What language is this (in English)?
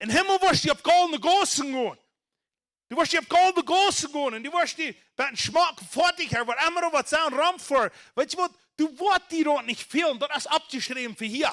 Plautdietsch